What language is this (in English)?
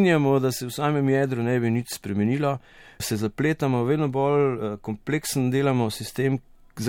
Slovenian